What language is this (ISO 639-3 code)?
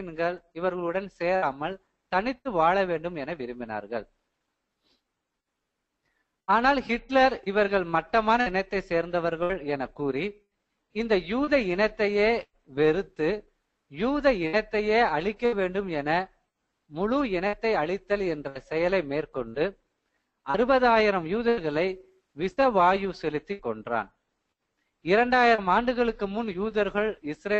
tam